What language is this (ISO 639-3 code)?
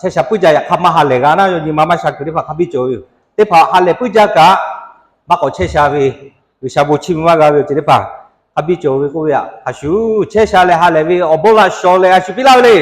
lhu